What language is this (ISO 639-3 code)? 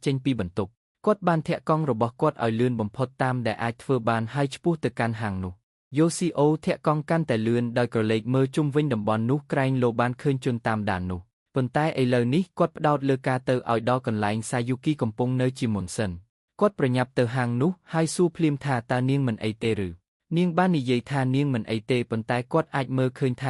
khm